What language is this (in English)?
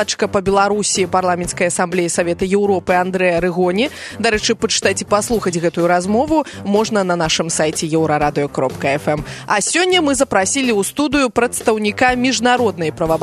Belarusian